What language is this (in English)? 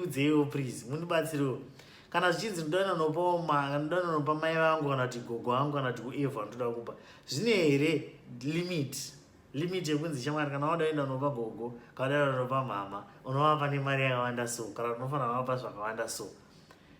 Shona